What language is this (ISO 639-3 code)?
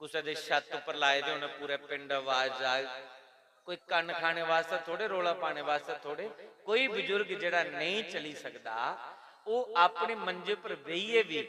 doi